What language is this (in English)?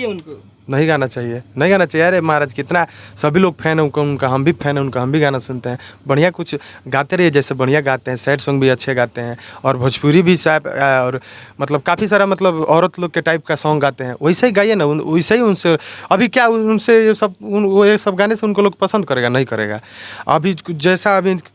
Bhojpuri